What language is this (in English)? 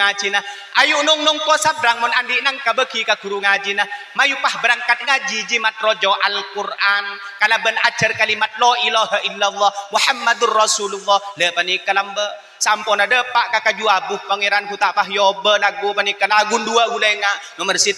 Madurese